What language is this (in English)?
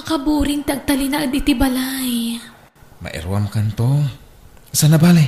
Iloko